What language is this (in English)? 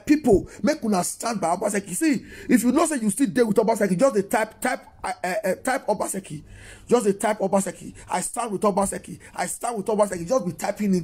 Nigerian Pidgin